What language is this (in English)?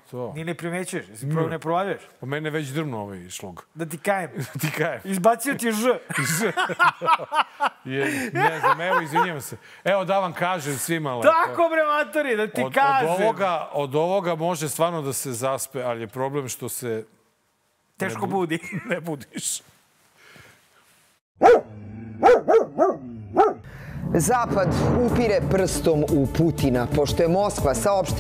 Serbian